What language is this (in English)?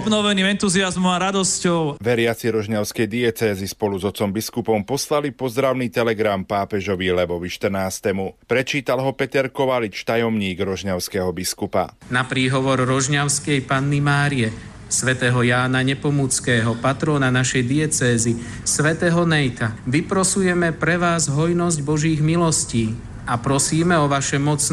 Slovak